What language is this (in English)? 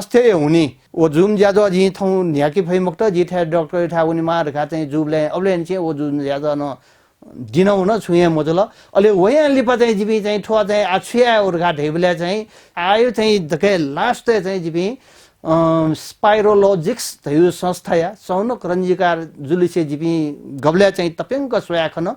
Newari